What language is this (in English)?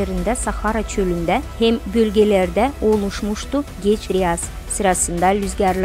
Gagauz